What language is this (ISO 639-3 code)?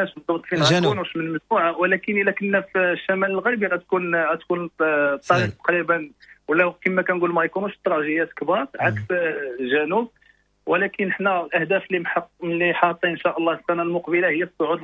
ary